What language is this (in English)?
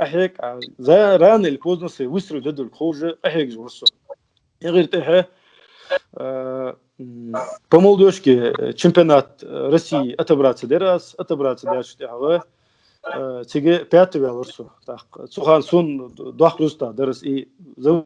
Ingush